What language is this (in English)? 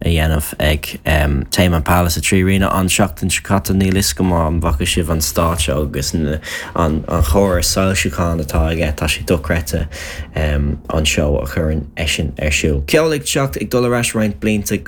Irish